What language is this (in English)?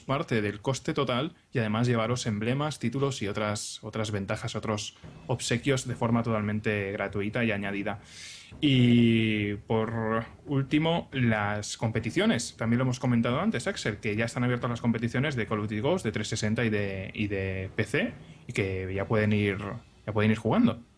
Spanish